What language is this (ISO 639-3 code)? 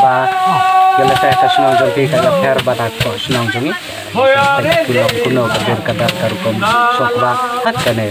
kha